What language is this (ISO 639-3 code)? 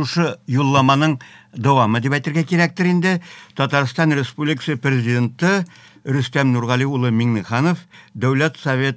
tat